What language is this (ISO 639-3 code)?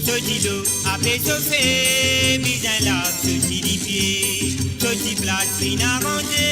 mfe